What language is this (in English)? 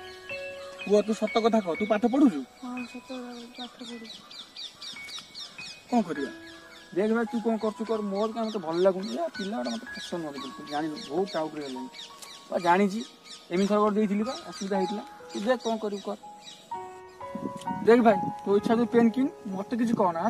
Odia